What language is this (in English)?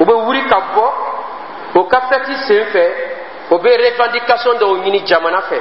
Dyula